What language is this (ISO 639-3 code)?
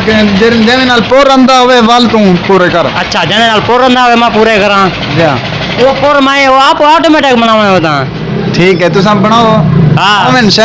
skr